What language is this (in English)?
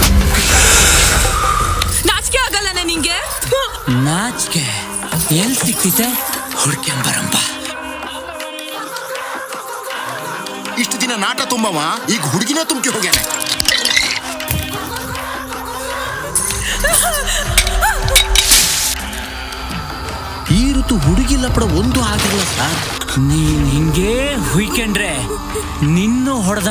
Kannada